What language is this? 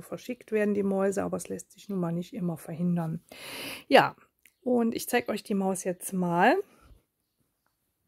German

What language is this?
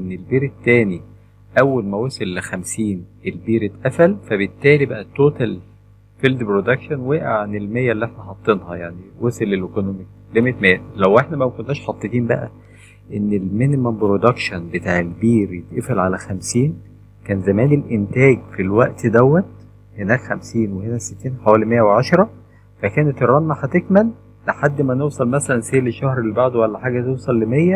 Egyptian Arabic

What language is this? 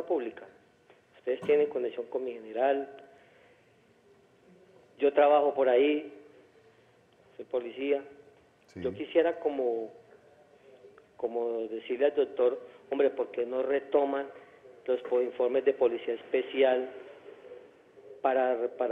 Spanish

